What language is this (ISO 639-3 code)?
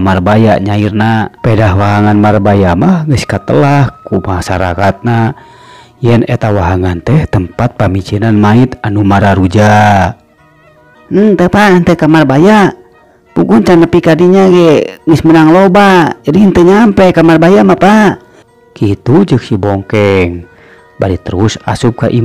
sun